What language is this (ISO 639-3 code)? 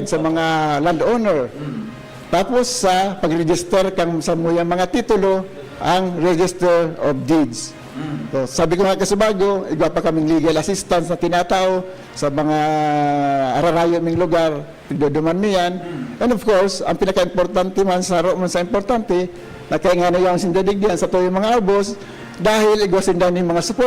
bik